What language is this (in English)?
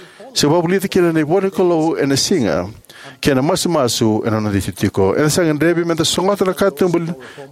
Fijian